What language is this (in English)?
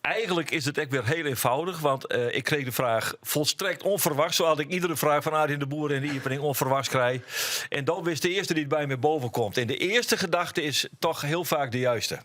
Western Frisian